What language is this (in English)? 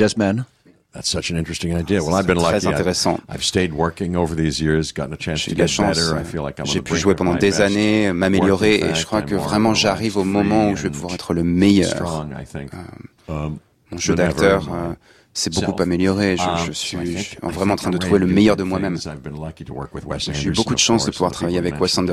French